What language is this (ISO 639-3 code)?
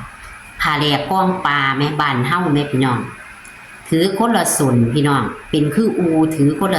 tts